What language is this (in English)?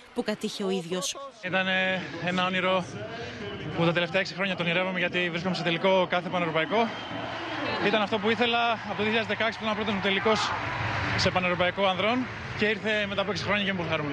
Greek